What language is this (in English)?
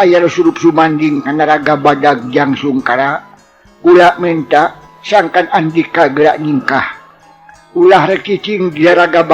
Sundanese